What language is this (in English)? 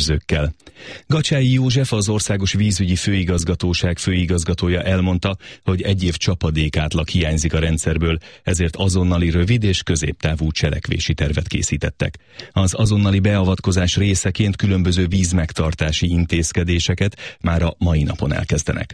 Hungarian